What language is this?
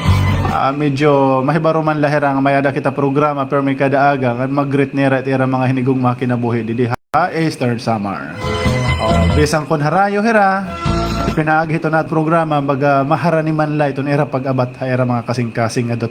Waray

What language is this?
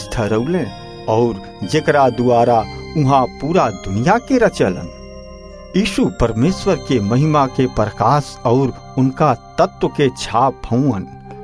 Bhojpuri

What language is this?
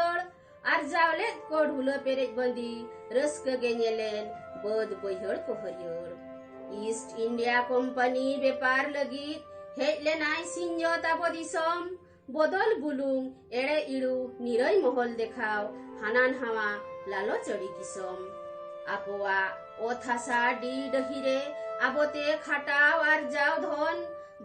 Santali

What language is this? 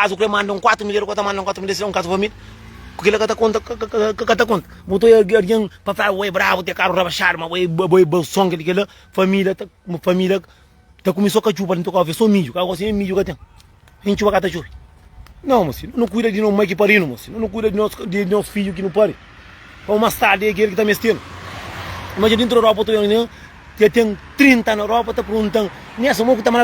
Kabuverdianu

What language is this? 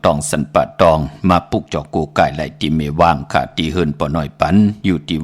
Shan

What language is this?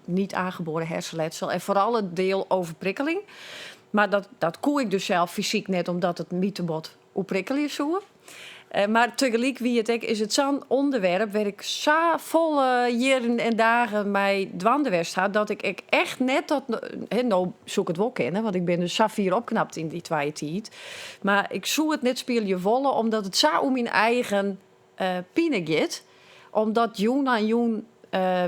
Western Frisian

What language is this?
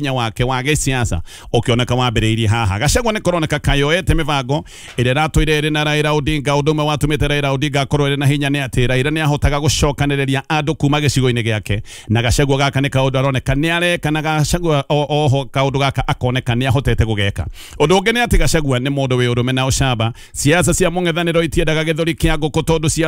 Kikuyu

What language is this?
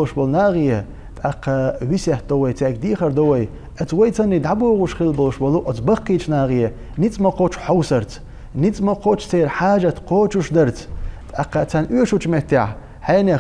Chechen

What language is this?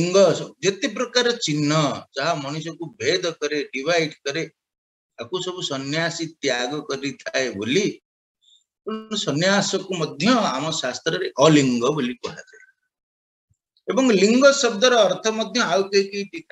Odia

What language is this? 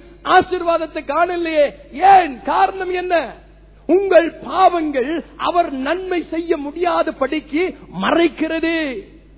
Tamil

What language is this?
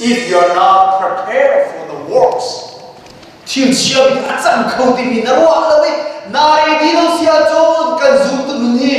Hakha Chin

